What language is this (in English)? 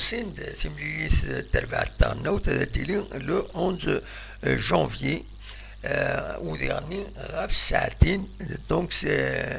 Kabyle